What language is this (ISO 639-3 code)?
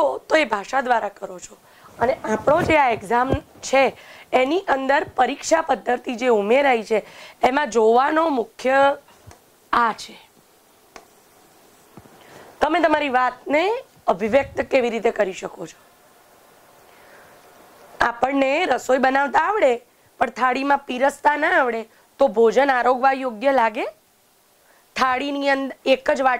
guj